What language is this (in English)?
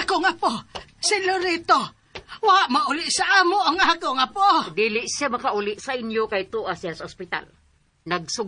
Cebuano